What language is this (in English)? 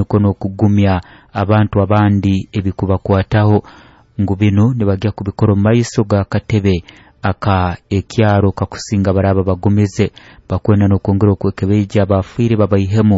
Nyoro